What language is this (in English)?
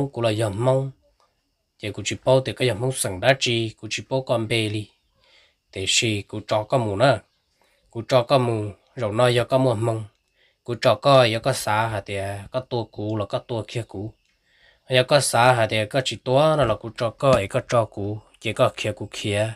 Hmong